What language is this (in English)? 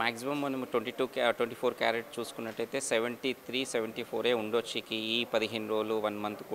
Telugu